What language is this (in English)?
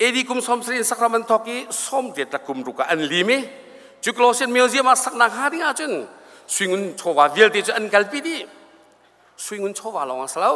Hakha Chin